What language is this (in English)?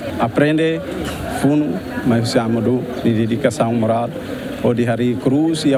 Tetum